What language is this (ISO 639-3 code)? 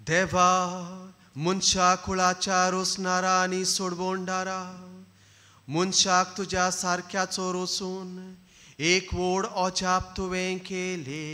kok